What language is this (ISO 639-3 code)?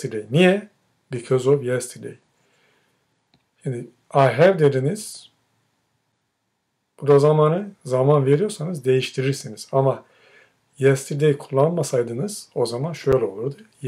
tur